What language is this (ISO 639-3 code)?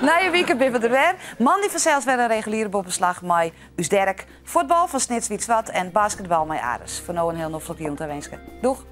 fry